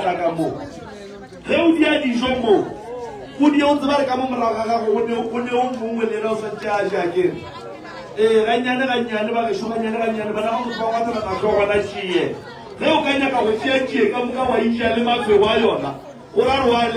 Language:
Northern Sotho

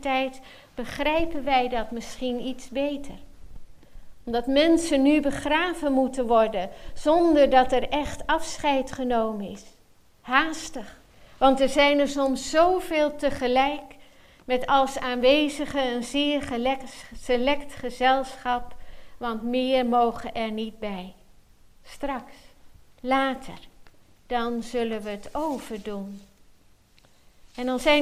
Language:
Dutch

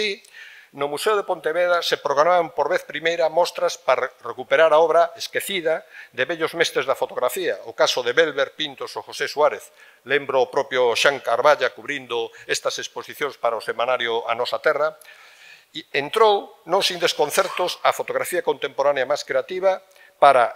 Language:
Galician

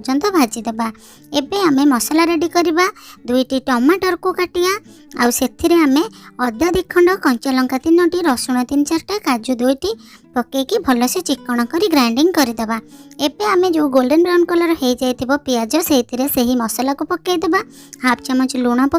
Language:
Odia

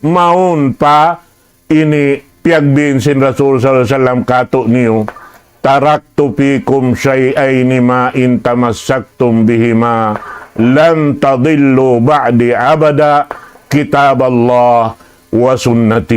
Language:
Tausug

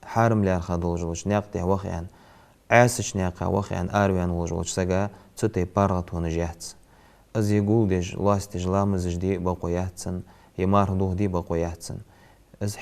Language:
Ingush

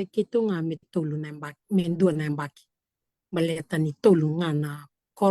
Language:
Fijian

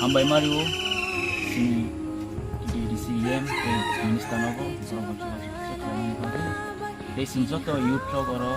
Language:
Kok Borok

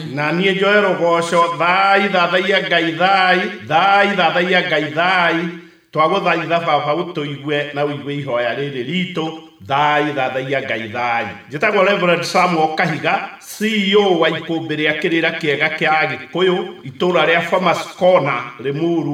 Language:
Kikuyu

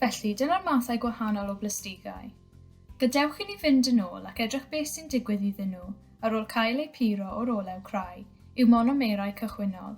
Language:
Welsh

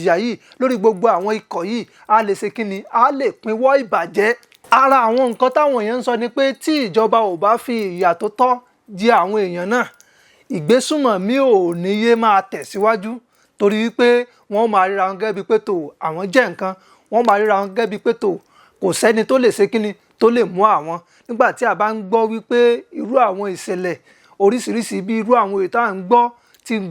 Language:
Yoruba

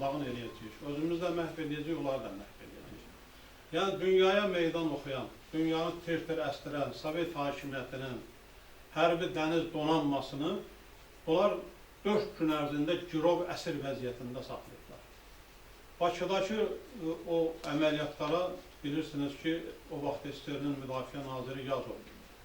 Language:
Azerbaijani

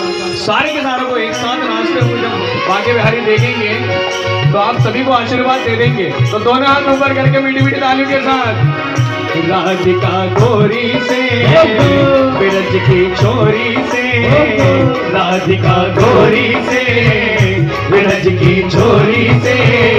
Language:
Hindi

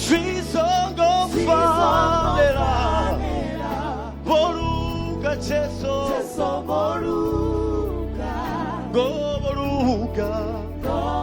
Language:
Venda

